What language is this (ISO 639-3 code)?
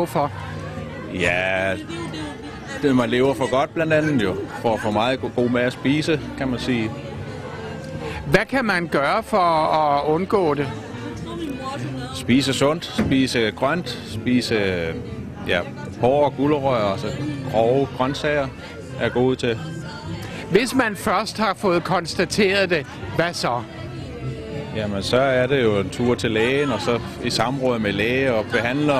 dan